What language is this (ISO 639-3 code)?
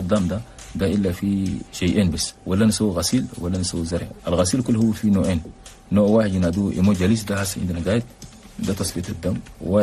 shu